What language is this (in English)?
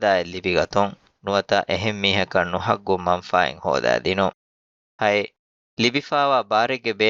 Divehi